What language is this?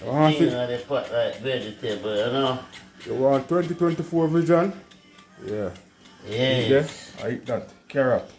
Jamaican Creole English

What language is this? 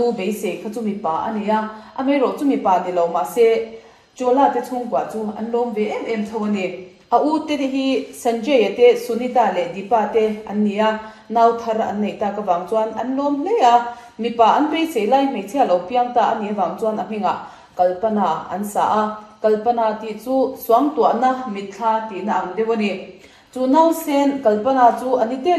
Mizo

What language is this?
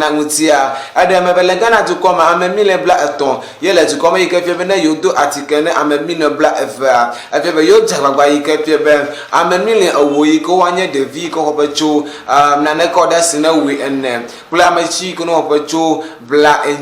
Ewe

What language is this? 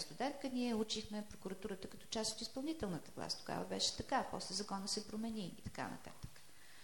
Bulgarian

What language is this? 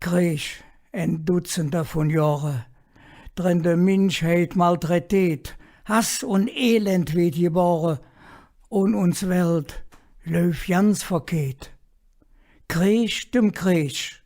Colognian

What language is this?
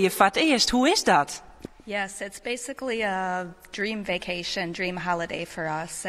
Western Frisian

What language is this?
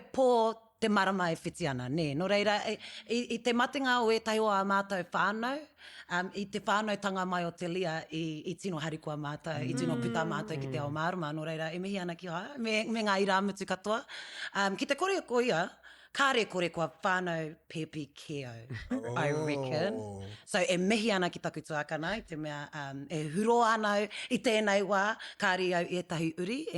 Māori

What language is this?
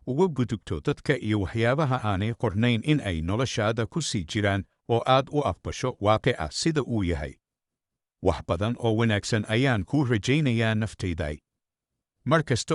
Somali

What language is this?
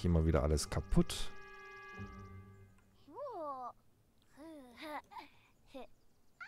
German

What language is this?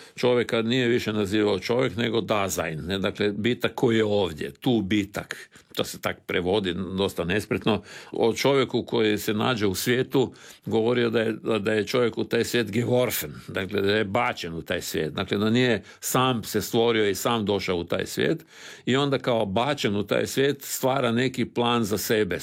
Croatian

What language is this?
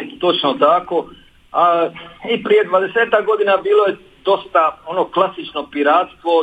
Croatian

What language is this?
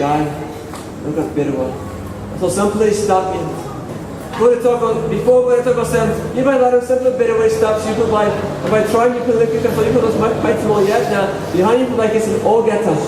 Tok Pisin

